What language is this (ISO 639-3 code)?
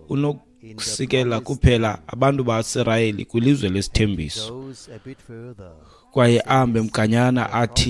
xho